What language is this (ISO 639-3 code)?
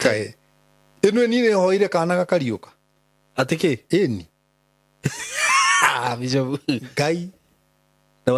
kik